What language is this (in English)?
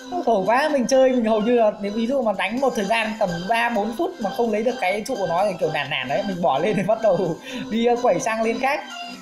Vietnamese